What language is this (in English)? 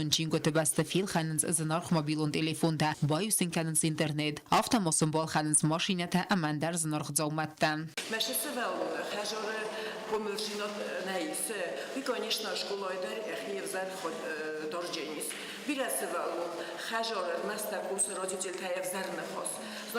Ossetic